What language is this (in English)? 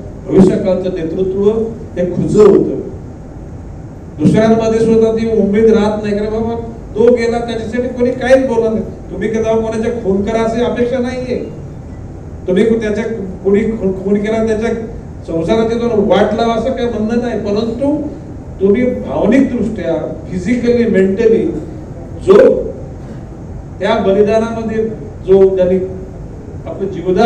Marathi